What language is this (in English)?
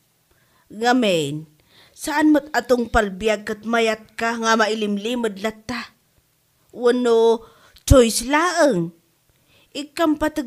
Iloko